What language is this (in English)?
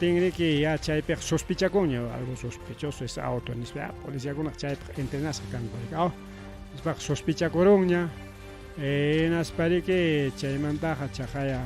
Ayacucho Quechua